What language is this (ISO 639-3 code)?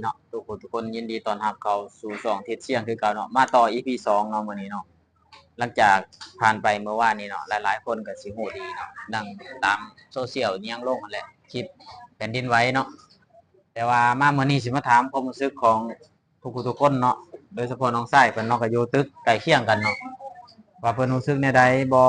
lao